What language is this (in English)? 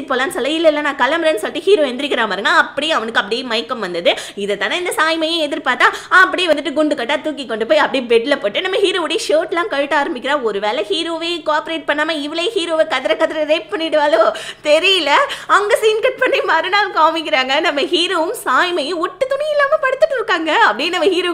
Tamil